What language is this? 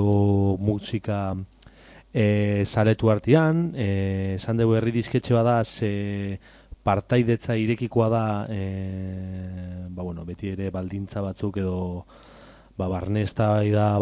Basque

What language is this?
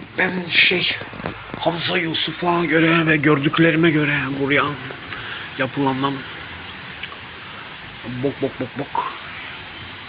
Turkish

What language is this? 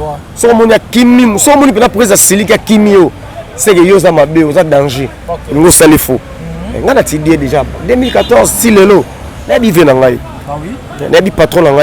Lingala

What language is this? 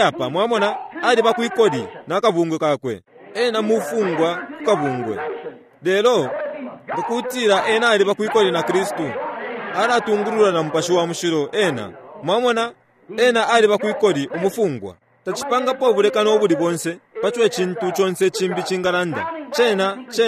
Bemba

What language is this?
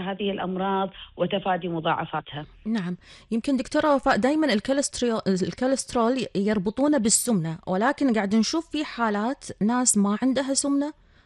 Gulf Arabic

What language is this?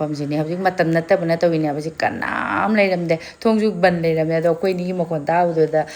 Manipuri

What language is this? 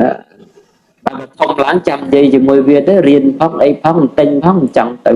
Khmer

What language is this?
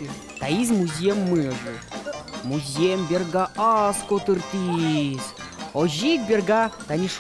Udmurt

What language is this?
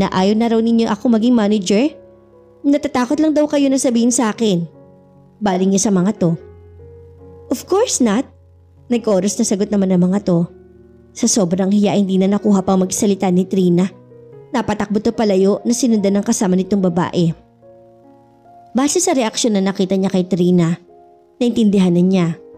Filipino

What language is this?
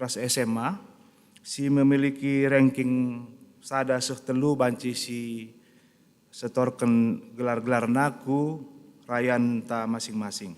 Batak Karo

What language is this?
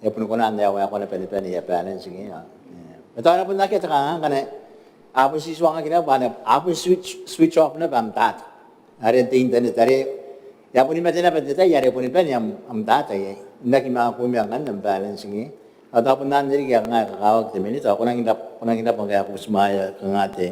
Gilbertese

